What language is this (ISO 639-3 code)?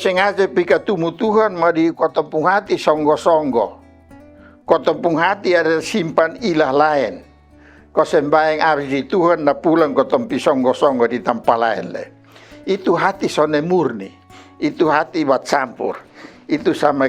mkn